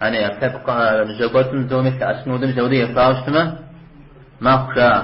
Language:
Kabardian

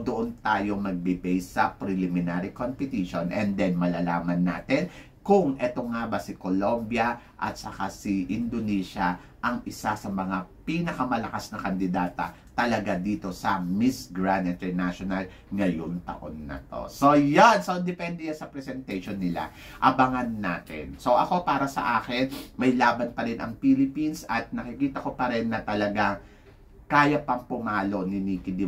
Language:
Filipino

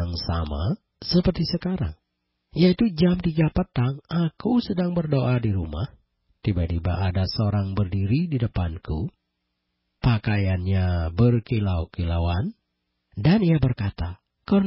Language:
Indonesian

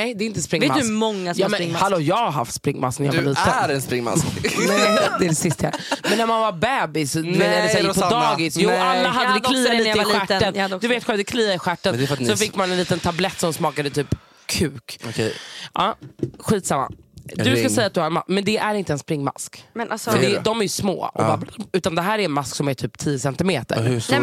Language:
Swedish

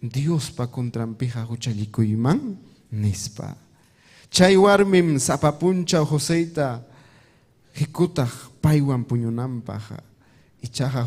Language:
Ayacucho Quechua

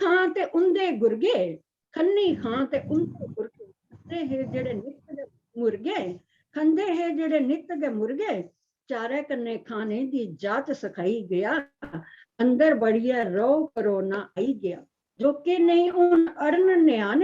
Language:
Dogri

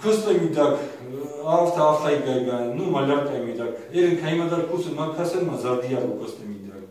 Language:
Ossetic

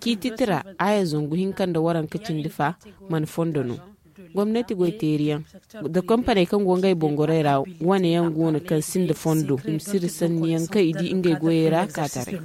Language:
Zarma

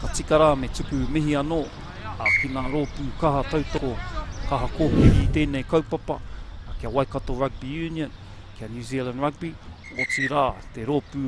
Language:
Māori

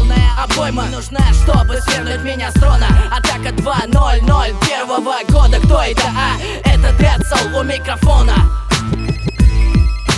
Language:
Russian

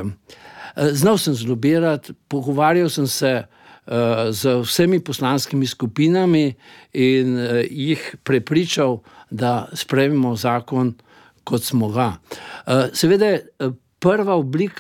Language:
Slovenian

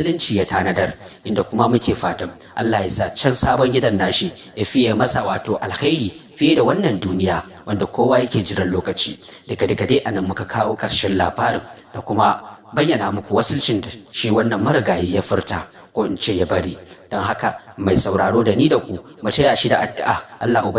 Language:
Hausa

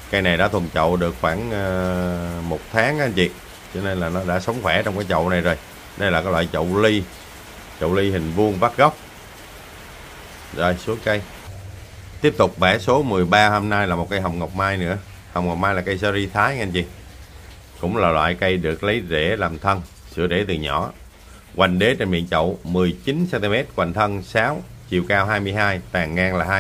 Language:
Vietnamese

